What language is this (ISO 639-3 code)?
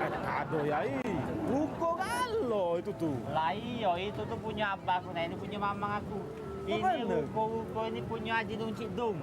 mui